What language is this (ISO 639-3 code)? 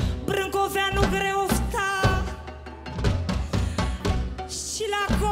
ron